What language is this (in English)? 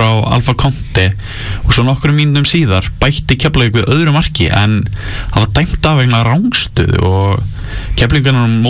Icelandic